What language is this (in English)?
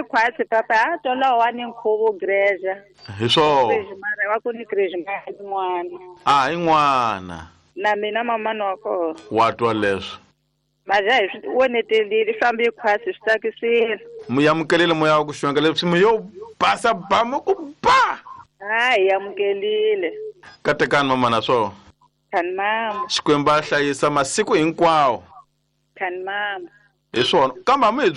Tsonga